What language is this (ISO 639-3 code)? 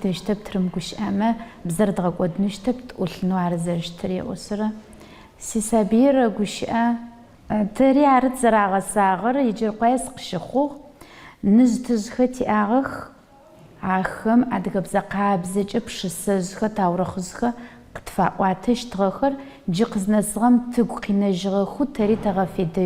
ady